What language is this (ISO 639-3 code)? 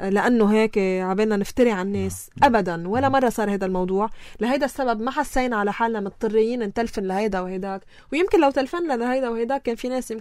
apc